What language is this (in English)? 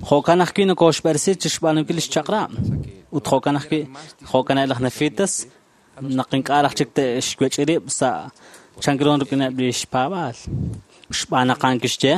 Kekchí